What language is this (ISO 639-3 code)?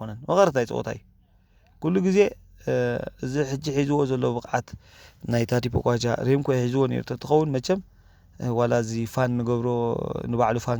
tir